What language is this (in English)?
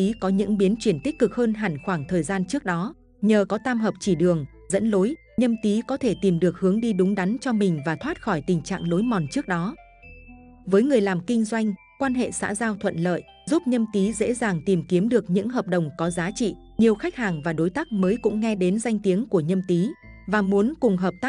Vietnamese